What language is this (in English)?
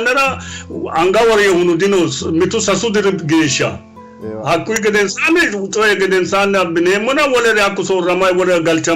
Sidamo